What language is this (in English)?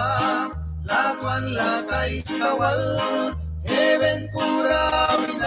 Mískito